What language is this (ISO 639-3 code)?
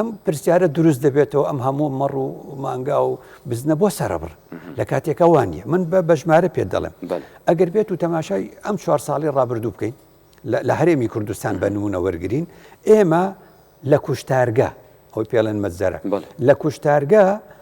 ckb